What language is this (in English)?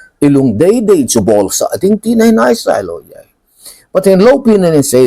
Thado Chin